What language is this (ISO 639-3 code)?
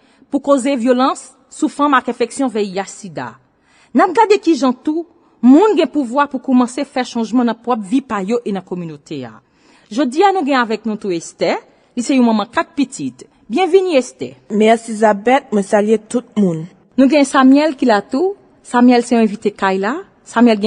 hat